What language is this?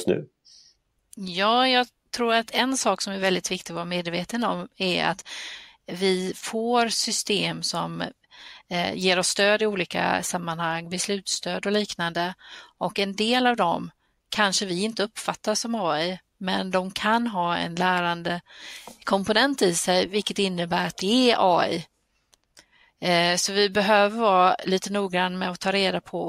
Swedish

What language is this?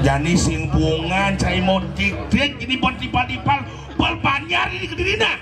Balinese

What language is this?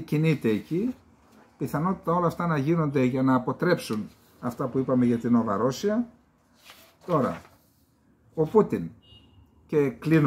Greek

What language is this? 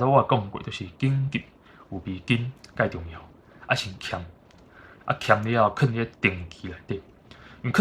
Min Nan Chinese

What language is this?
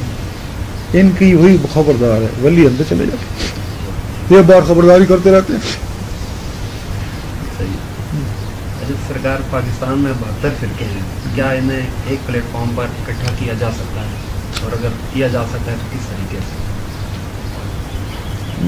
Urdu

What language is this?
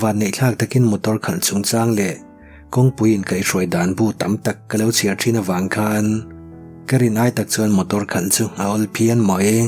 Mizo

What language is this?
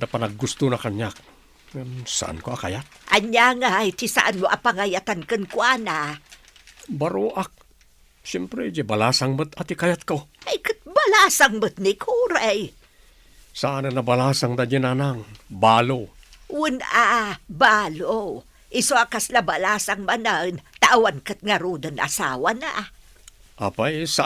Iloko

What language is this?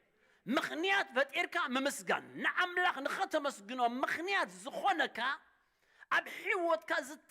Tigrinya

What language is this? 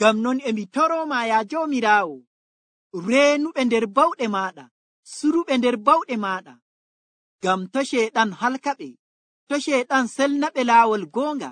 Nigerian Fulfulde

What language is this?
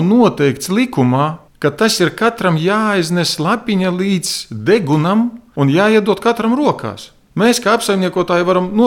Latvian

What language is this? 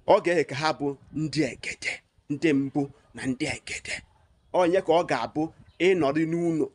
Igbo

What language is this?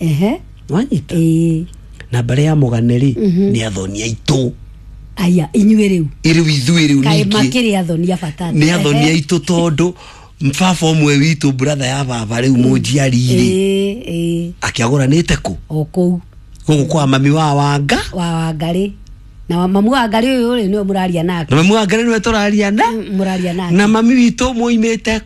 Kikuyu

